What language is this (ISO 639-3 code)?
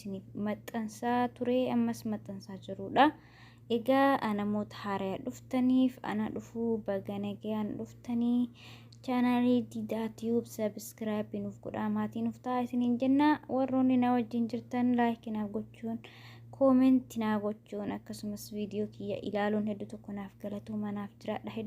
orm